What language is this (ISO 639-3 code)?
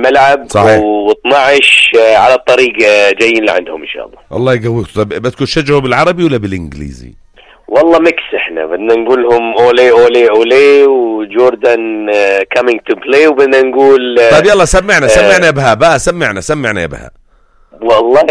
apc